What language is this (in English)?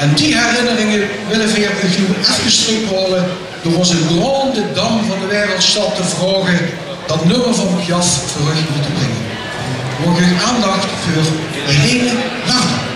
Limburgish